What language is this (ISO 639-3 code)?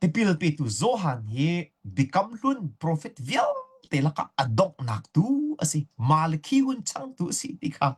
cnh